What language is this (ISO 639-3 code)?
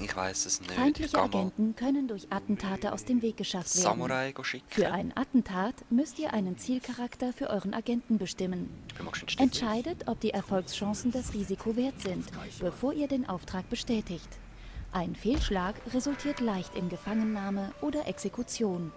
gsw